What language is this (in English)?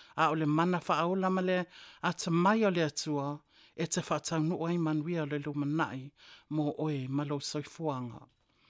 Samoan